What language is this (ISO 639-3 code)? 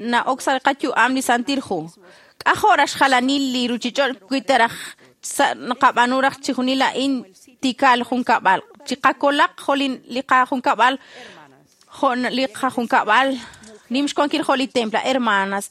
kek